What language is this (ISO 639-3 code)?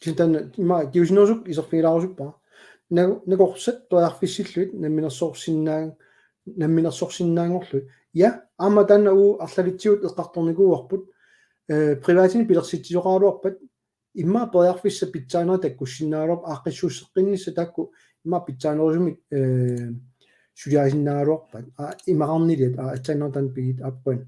kal